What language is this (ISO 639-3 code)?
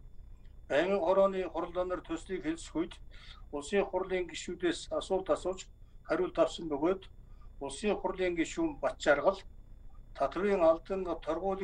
mon